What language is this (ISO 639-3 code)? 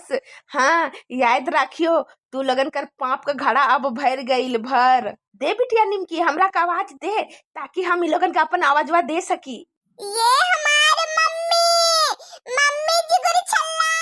bho